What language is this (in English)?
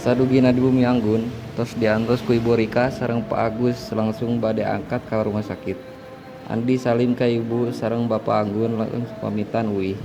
Sundanese